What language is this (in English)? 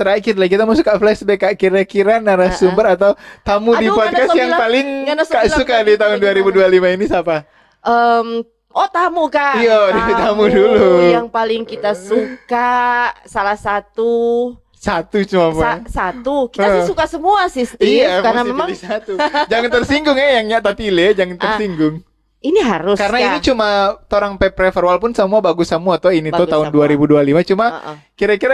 Manado Malay